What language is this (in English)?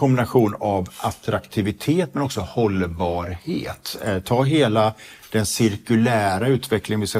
Swedish